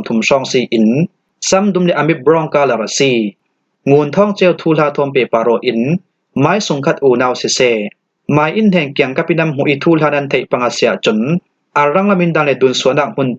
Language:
Falam Chin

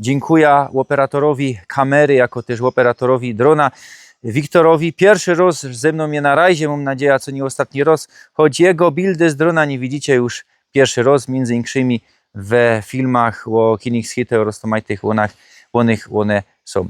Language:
Silesian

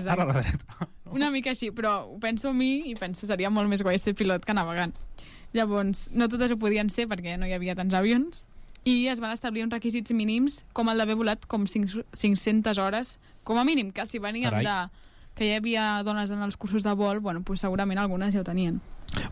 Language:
Catalan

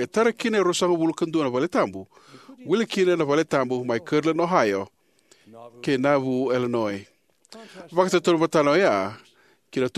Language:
Fijian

